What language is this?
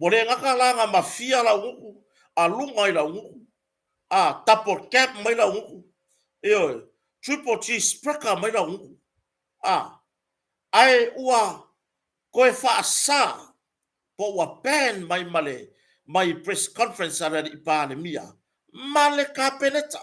Samoan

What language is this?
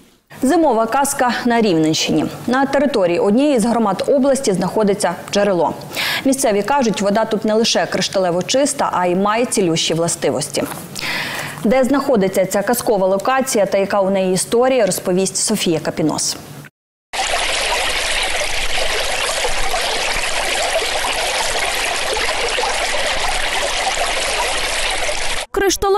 Ukrainian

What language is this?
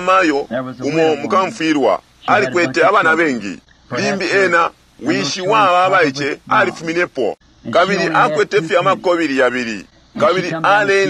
Bemba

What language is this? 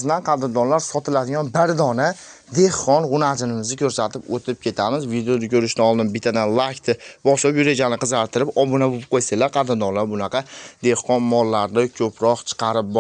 Uzbek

